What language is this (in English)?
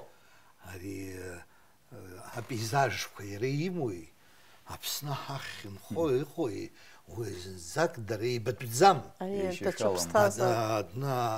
Abkhazian